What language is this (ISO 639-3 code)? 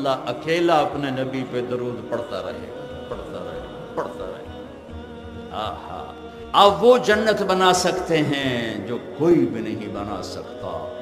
urd